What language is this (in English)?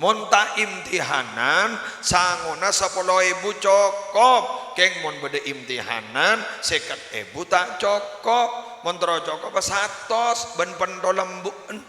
Madurese